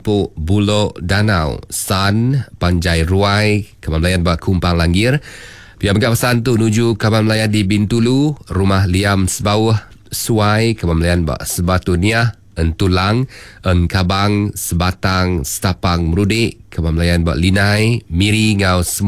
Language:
Iban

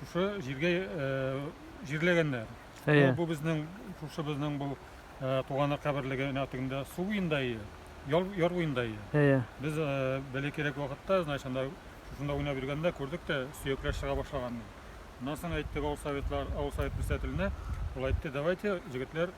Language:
Tatar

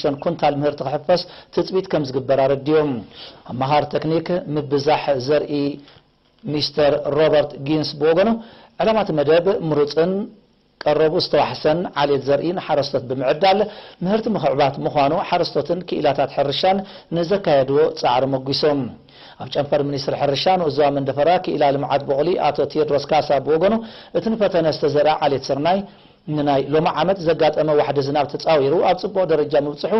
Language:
Tigrinya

